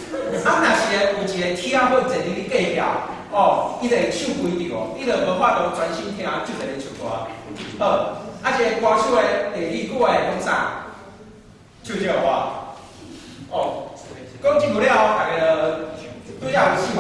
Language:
Min Nan Chinese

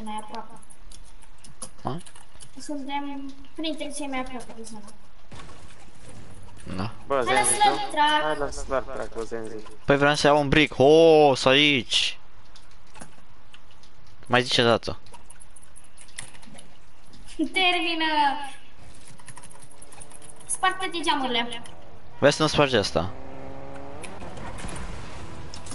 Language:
Romanian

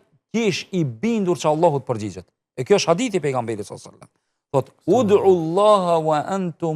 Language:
Albanian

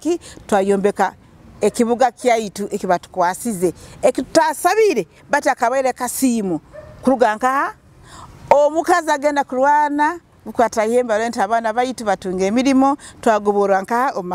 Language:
Nyoro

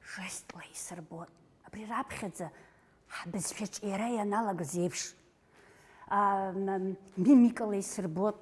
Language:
Abkhazian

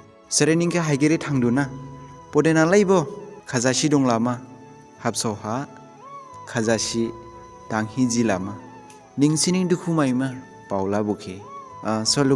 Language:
Dimasa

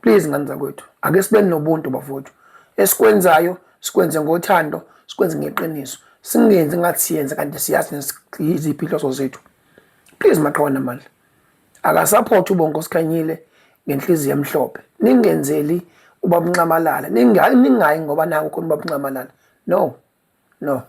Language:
Zulu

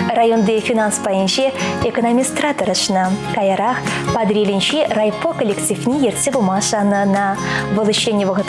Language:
Chuvash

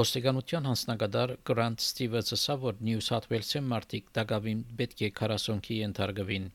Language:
Armenian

